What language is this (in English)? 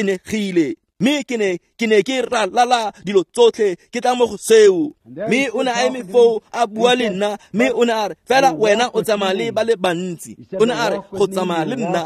Tswana